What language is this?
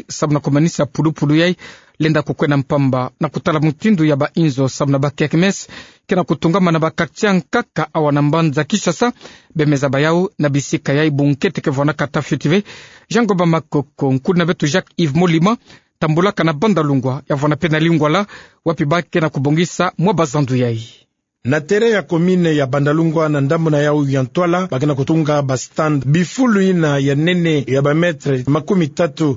Kituba (Democratic Republic of Congo)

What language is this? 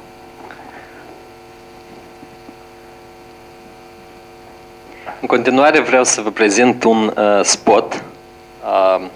Romanian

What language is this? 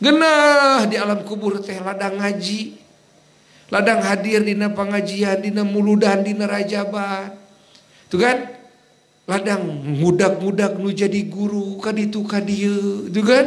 Sundanese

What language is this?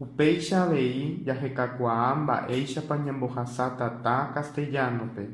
Guarani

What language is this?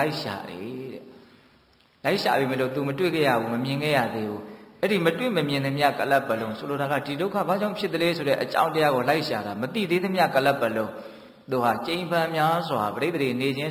Burmese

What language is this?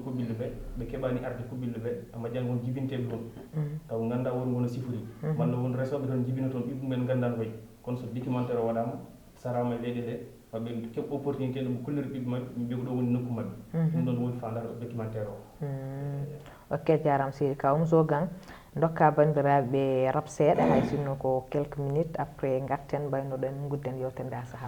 Fula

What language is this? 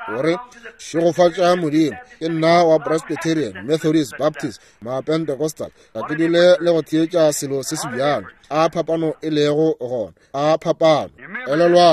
Northern Sotho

